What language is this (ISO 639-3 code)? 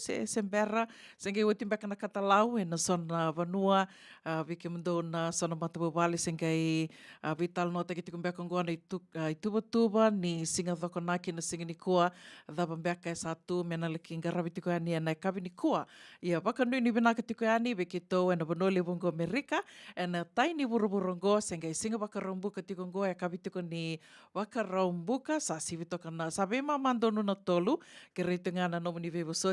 fij